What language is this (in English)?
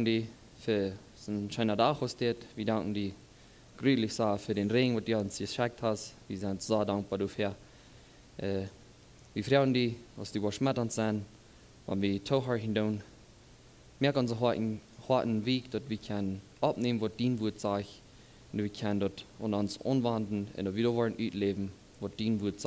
Plautdietsch